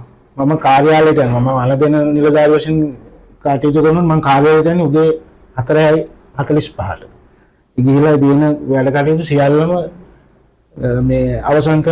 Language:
Sinhala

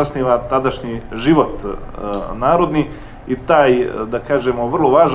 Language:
Serbian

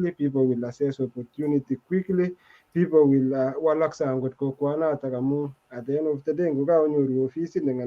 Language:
Kalenjin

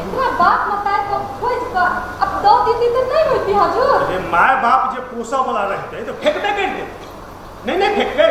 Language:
Maithili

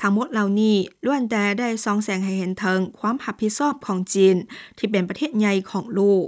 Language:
Lao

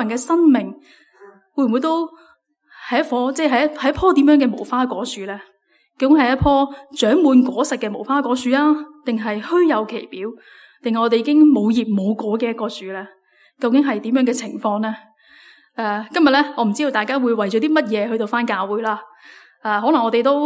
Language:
Cantonese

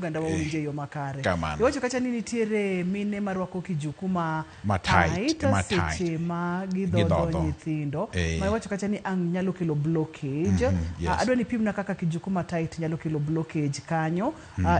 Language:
Luo (Kenya and Tanzania)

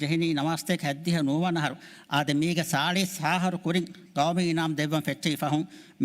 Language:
Divehi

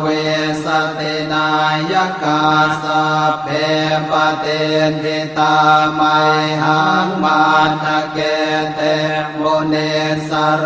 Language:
Pali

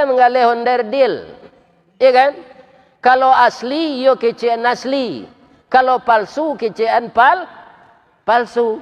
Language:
Minangkabau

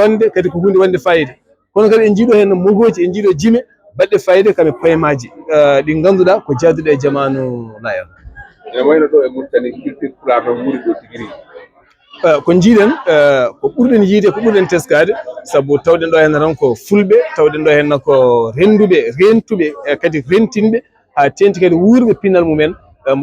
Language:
Fula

